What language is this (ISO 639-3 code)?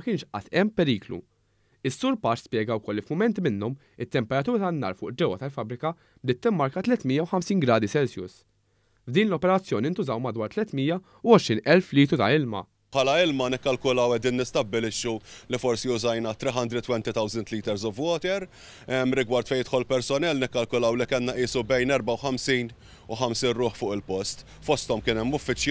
mlt